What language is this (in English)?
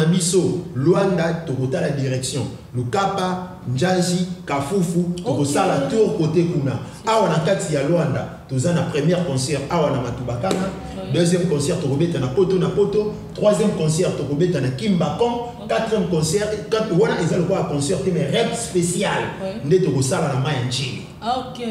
Lingala